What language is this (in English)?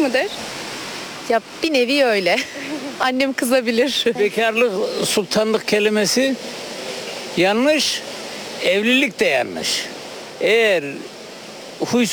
Turkish